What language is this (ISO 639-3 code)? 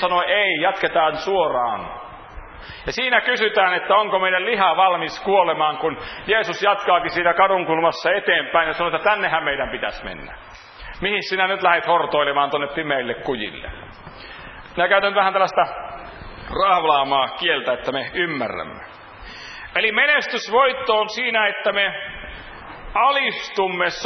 fin